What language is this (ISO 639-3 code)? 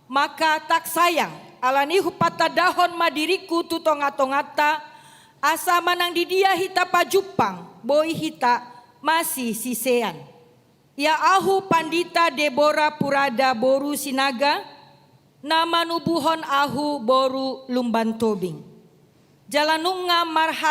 bbc